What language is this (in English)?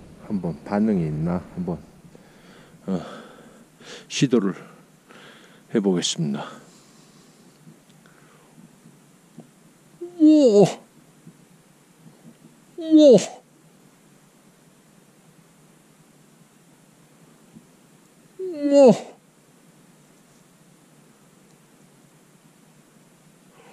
Korean